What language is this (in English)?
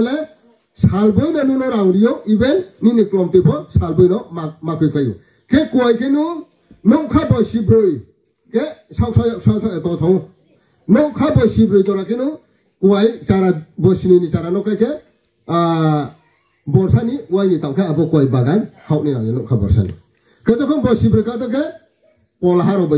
Riang (India)